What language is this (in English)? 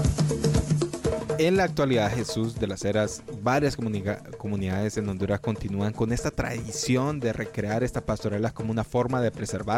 Spanish